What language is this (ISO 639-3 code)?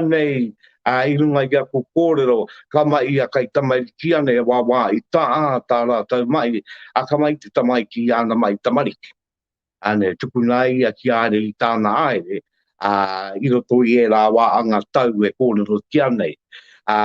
mri